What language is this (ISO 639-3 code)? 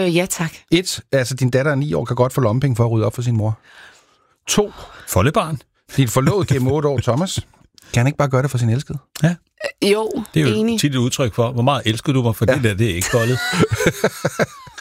dan